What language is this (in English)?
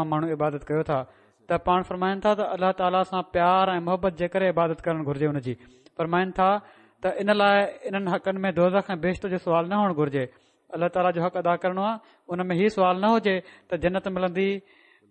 Sindhi